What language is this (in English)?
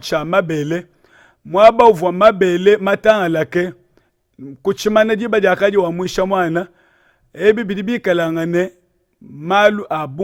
Luba-Lulua